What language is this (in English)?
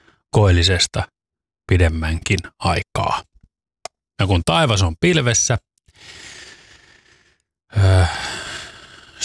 Finnish